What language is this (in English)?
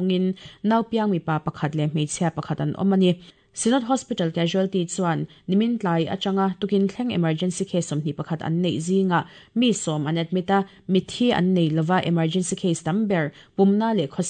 Mizo